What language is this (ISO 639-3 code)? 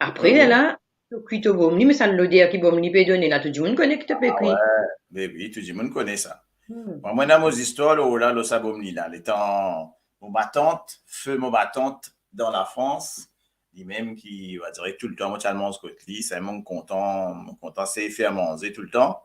mfe